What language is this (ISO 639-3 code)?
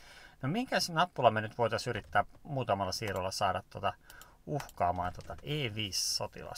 fin